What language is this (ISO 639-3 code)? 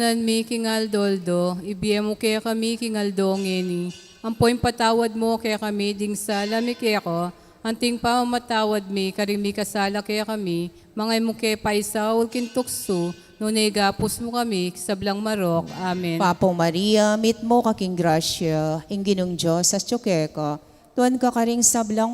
pam